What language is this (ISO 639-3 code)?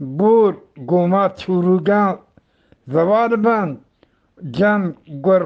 bgp